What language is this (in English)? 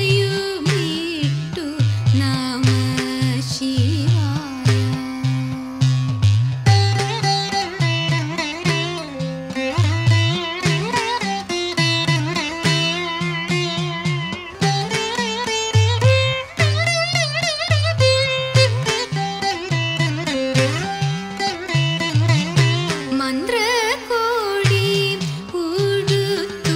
Malayalam